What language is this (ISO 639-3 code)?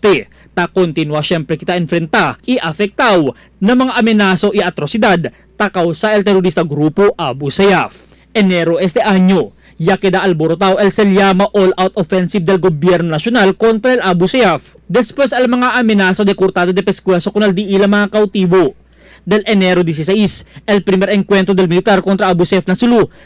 cbk